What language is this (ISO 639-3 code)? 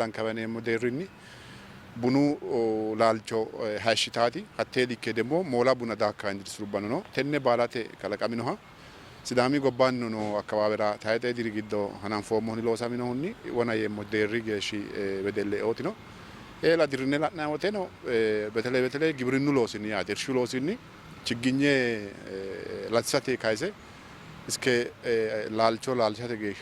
sid